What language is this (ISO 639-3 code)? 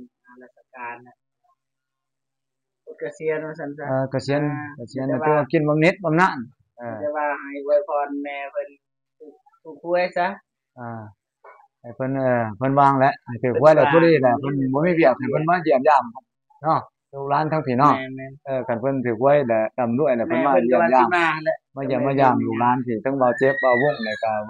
lao